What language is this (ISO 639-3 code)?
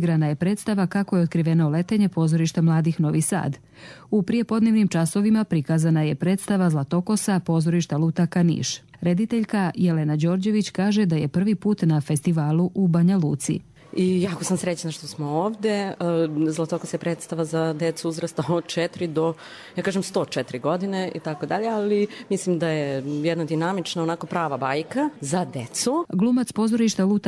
hrv